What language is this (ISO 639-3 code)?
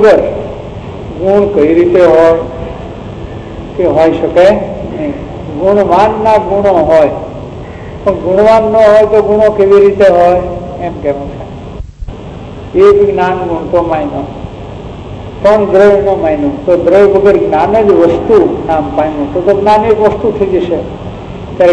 guj